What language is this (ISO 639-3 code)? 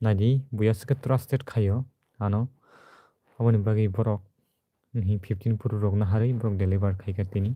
trp